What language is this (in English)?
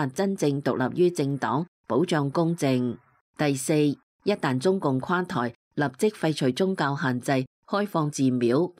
Cantonese